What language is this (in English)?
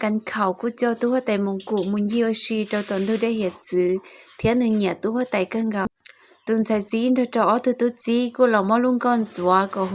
Hmong